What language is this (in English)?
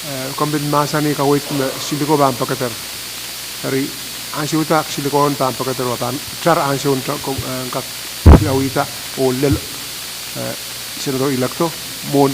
Pohnpeian